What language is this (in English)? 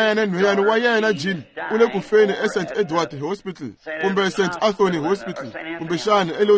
Tsonga